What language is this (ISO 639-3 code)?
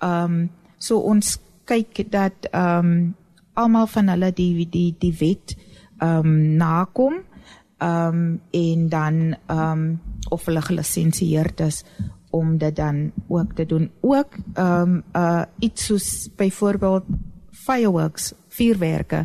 afr